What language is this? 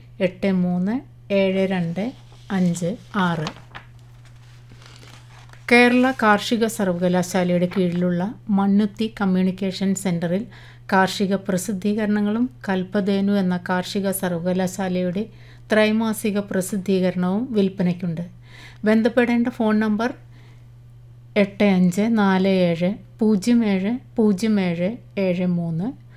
Malayalam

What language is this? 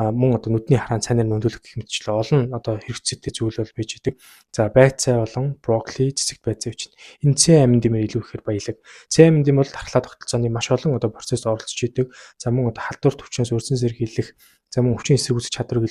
Mongolian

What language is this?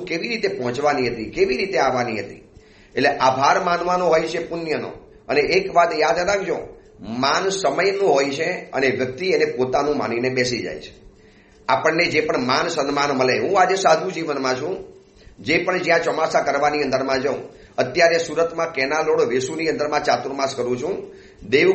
Gujarati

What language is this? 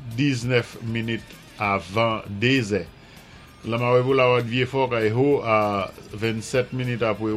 Saint Lucian Creole French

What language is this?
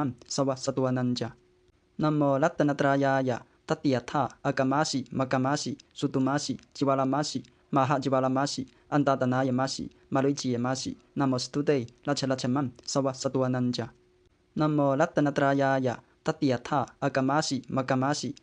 Pali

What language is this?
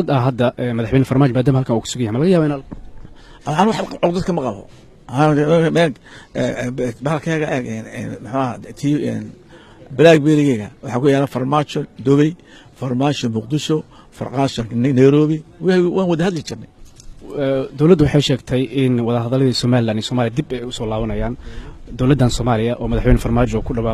Somali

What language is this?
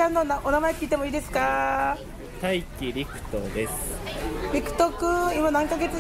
Japanese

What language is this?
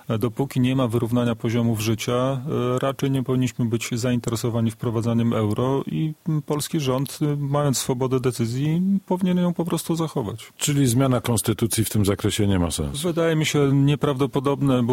Polish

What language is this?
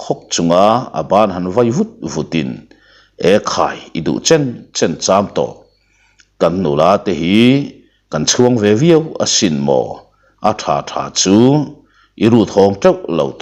Mizo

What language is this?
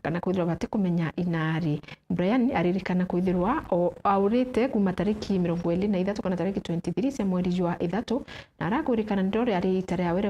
Meru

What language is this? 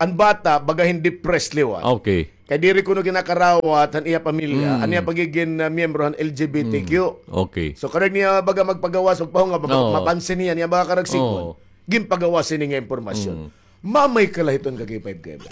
Waray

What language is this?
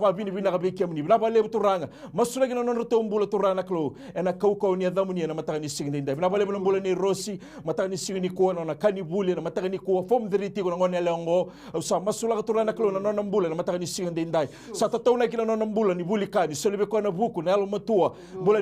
Fijian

